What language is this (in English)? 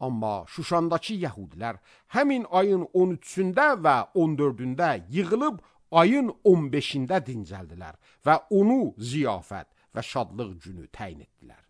Azerbaijani